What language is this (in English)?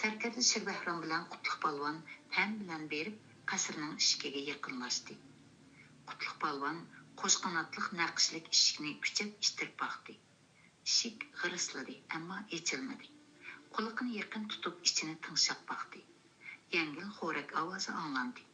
Uyghur